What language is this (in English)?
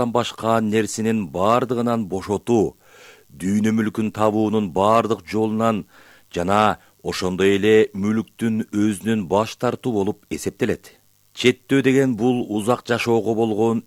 Kyrgyz